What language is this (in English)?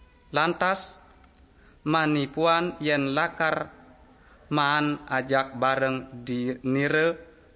Balinese